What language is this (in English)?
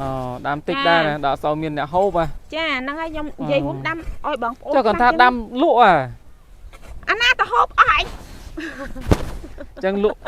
Khmer